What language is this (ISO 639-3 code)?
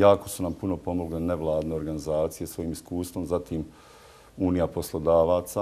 bos